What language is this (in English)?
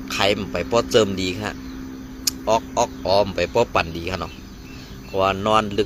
Shan